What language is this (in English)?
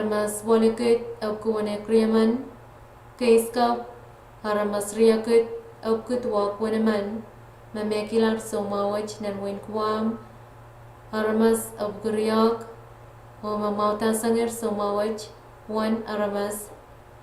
Pohnpeian